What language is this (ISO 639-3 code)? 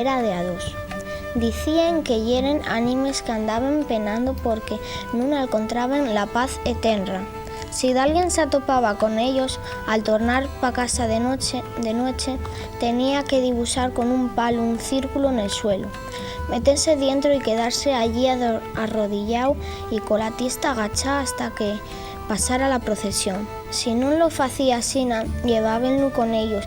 ast